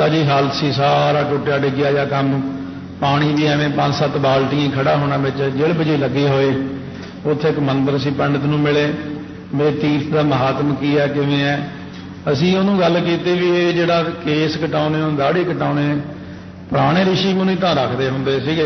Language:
Punjabi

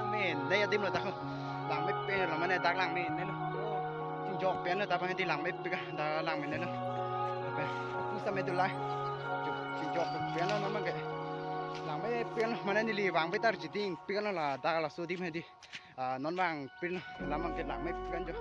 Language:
Karbi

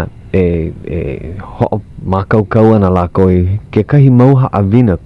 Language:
Hawaiian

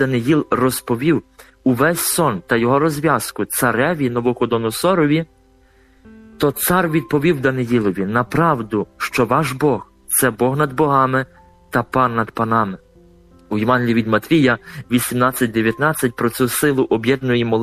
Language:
Ukrainian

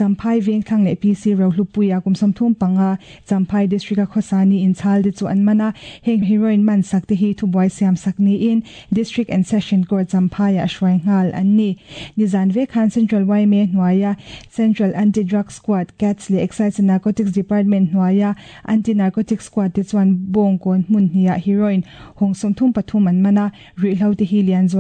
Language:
Mizo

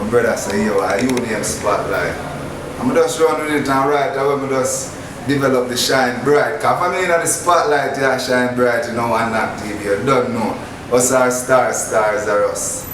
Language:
Jamaican Creole English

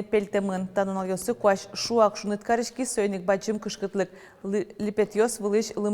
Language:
Udmurt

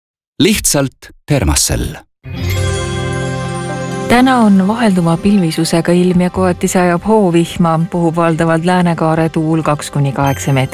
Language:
Estonian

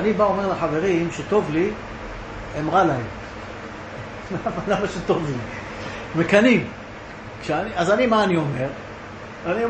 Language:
Hebrew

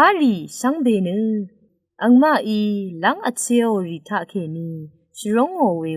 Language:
Rawang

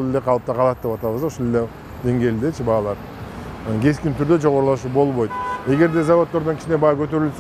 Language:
Kyrgyz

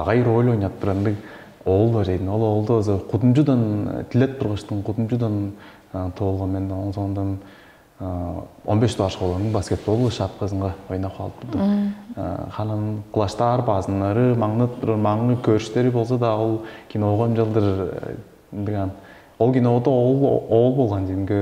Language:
Tuvinian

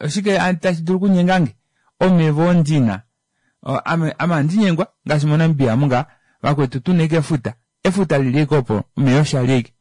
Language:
Kuanyama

